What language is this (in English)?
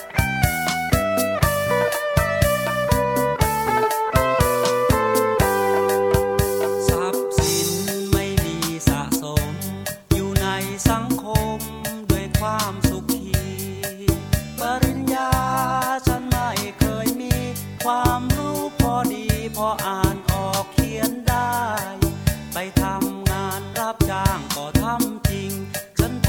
Thai